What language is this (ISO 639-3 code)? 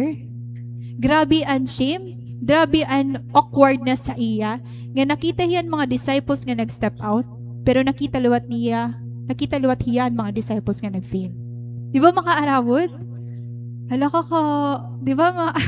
war